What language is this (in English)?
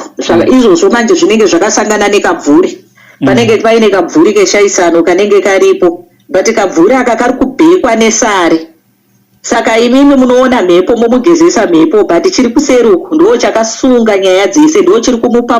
Shona